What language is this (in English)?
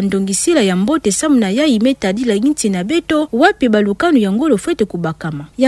Kituba (Democratic Republic of Congo)